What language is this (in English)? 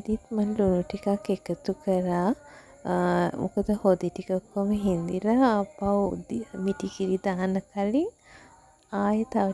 Sinhala